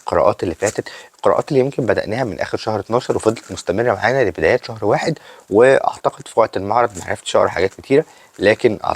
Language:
Egyptian Arabic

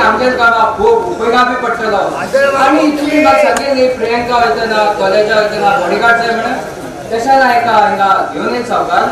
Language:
Konkani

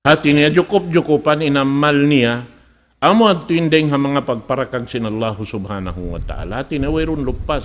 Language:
Tausug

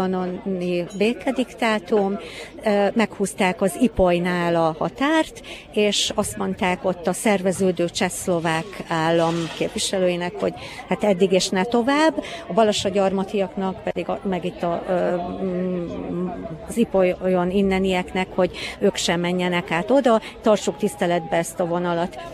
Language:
Hungarian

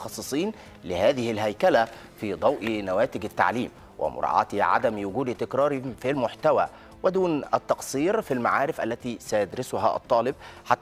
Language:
Egyptian Arabic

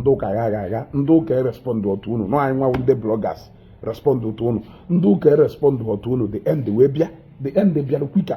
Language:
Igbo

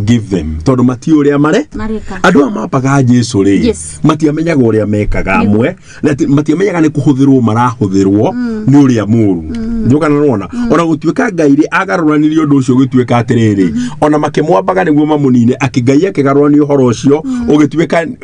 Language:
Kikuyu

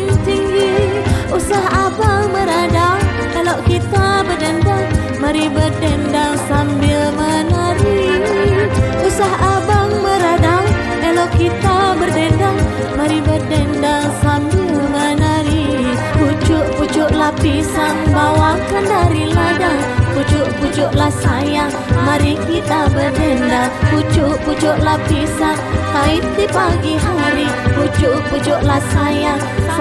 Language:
Malay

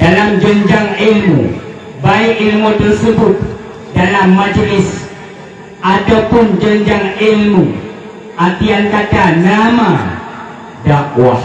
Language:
Achinese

